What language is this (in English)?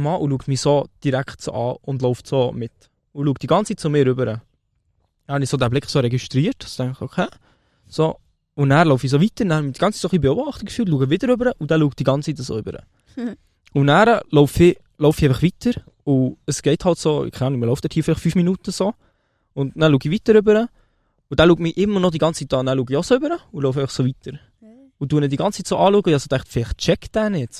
Swiss German